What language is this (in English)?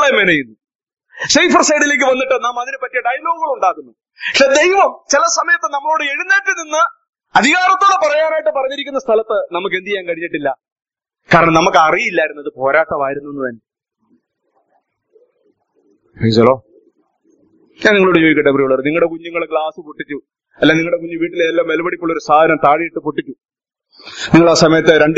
Malayalam